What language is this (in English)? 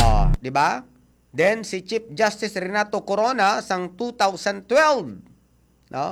Hiligaynon